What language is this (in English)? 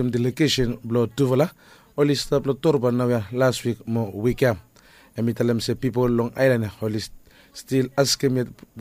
Bislama